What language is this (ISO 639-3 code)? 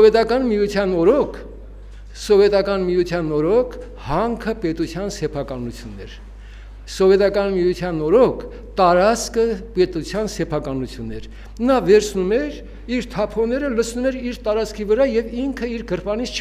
hye